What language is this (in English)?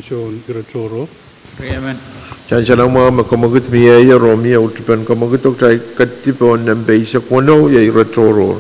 Pohnpeian